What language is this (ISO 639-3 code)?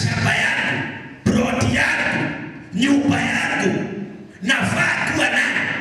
swa